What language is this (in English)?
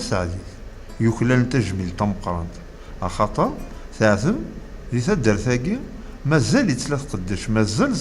Kabyle